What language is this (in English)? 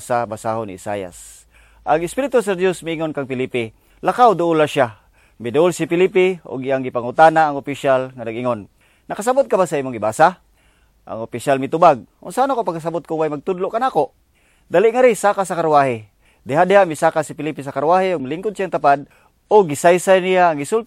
Cebuano